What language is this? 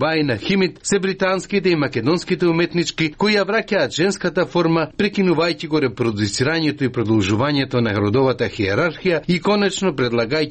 Macedonian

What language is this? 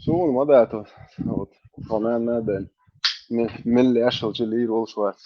Chechen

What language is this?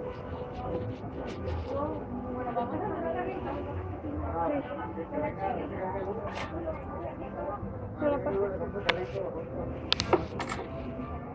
Spanish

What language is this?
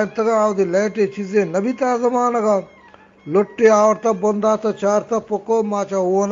Eastern Balochi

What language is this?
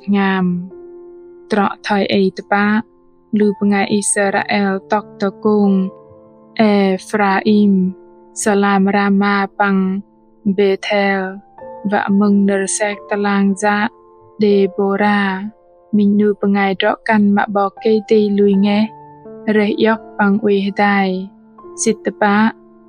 Bahnar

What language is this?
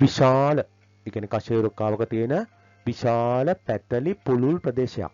Sinhala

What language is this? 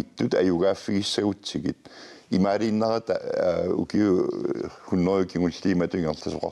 Kalaallisut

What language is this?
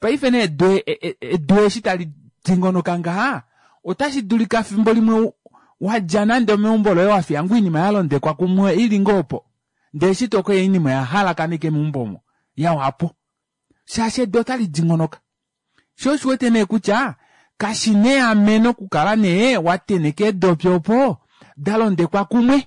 Kuanyama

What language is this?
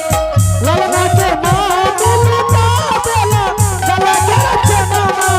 Angika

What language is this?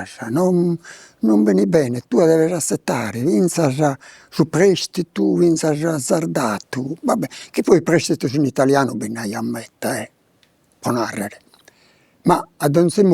Sardinian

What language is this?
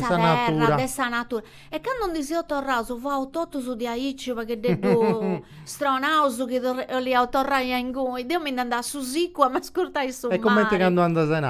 Sardinian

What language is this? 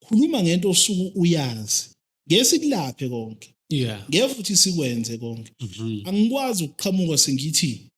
Zulu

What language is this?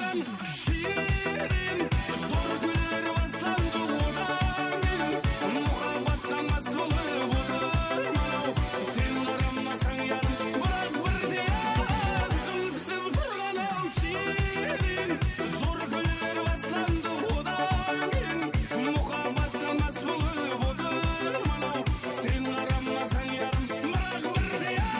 Kara-Kalpak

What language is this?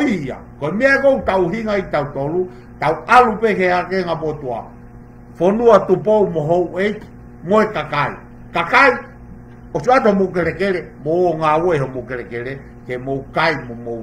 Tongan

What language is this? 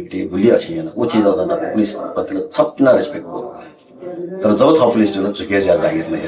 Newari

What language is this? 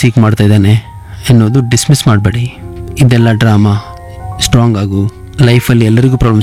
Kannada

